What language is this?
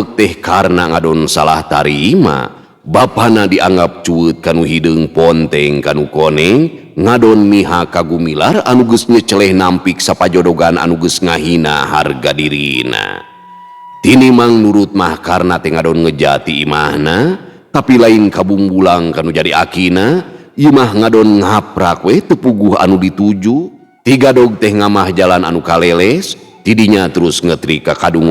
Sundanese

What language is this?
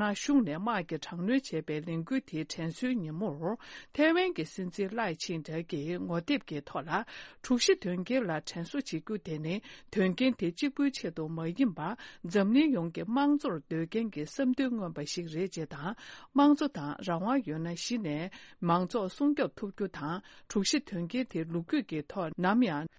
Tibetan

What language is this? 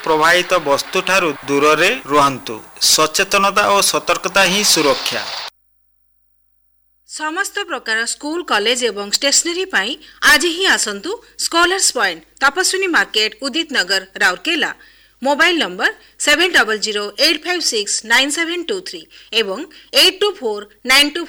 Odia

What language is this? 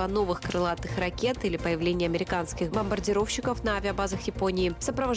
Russian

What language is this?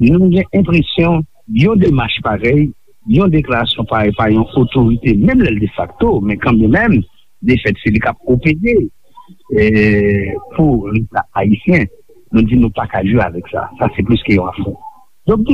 Haitian Creole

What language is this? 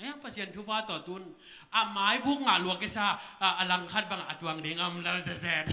Tedim Chin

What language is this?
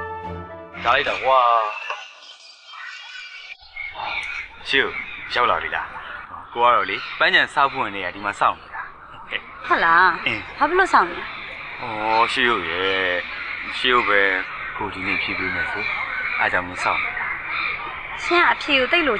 Burmese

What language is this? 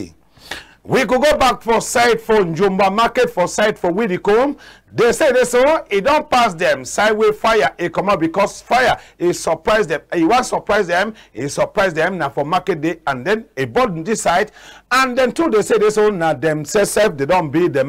Cameroon Pidgin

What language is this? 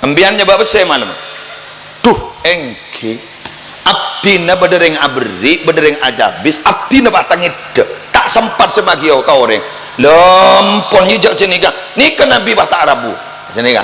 Madurese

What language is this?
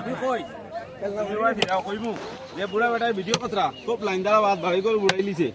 Sylheti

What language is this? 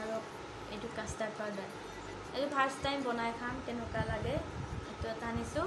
Assamese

